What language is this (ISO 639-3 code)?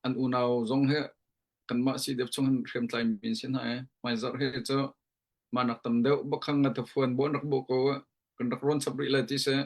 cnh